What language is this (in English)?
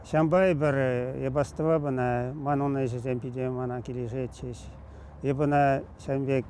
Chuvash